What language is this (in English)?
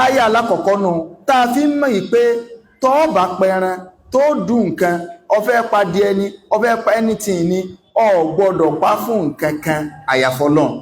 Yoruba